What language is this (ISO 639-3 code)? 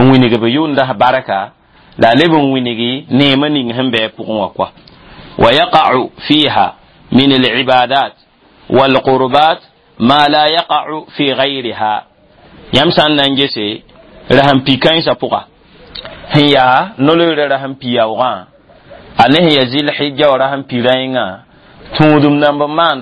mos